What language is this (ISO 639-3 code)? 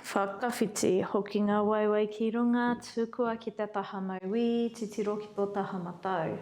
mri